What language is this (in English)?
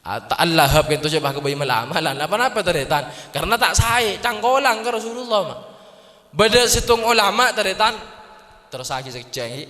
Madurese